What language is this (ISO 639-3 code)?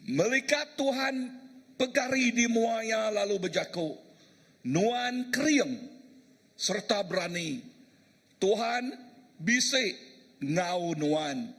iba